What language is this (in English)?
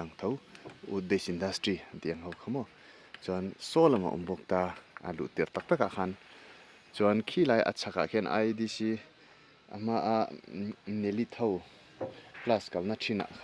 Mizo